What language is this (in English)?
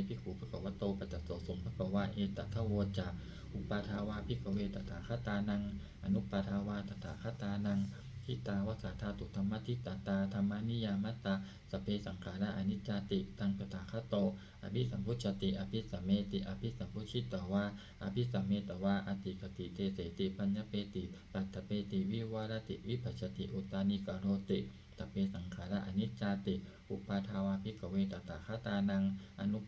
Pali